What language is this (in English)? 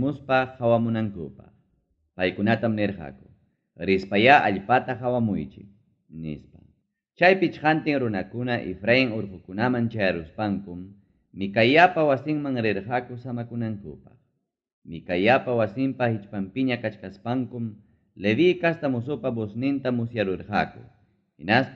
Ayacucho Quechua